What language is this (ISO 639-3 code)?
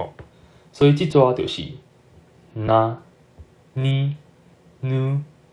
nan